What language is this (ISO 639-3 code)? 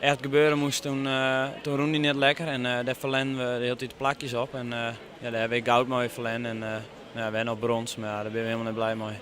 fry